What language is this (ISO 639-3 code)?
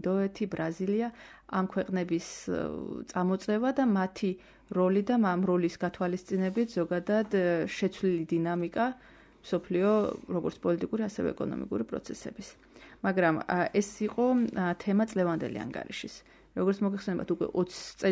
kat